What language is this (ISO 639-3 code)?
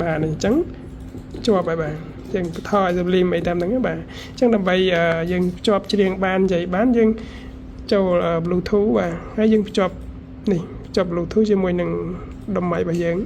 khm